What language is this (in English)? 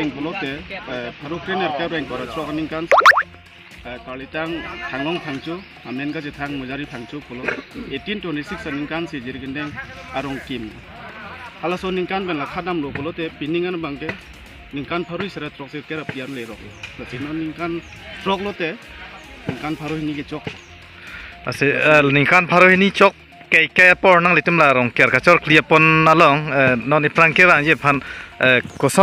Karbi